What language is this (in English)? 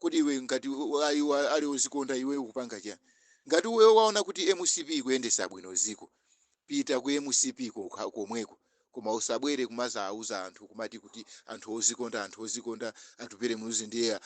Nyanja